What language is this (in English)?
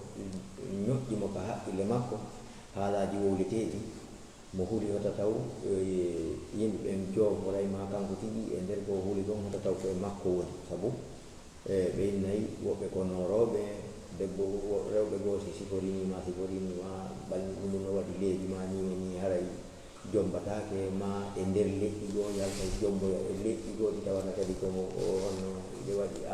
Fula